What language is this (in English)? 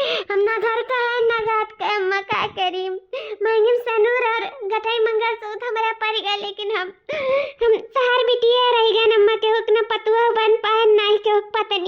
Awadhi